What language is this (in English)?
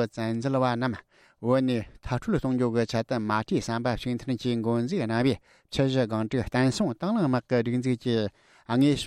Tibetan